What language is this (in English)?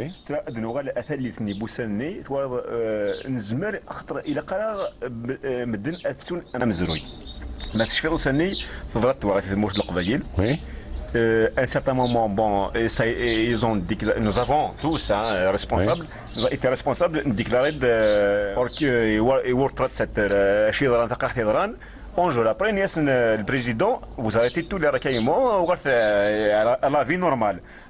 Kabyle